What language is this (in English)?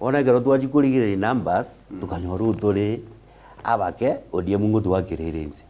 Gusii